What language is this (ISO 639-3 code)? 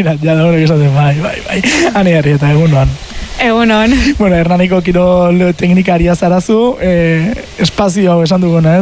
eus